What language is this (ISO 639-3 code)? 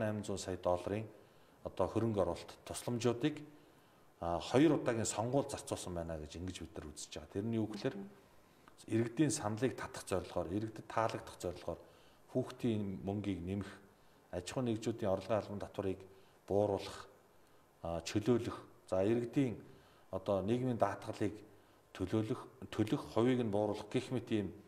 mon